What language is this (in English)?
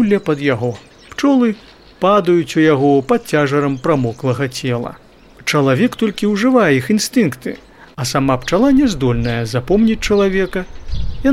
Belarusian